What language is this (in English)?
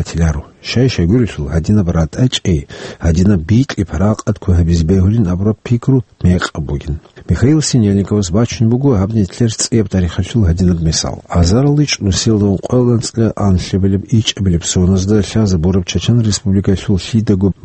Avaric